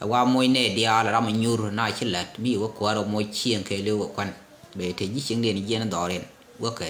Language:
Nuer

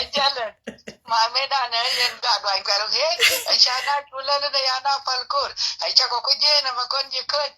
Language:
Nuer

